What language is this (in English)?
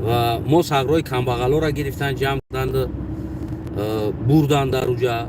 Tajik